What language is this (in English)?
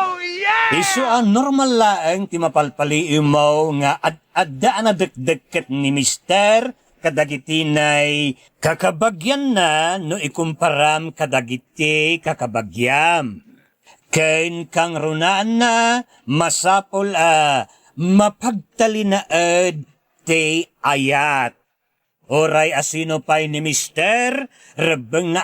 Iloko